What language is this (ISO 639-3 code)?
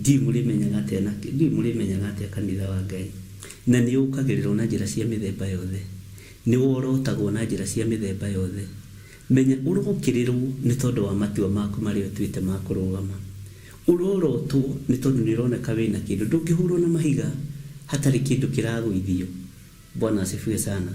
kik